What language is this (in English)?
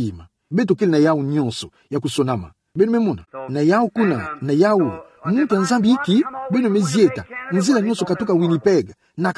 Kituba (Democratic Republic of Congo)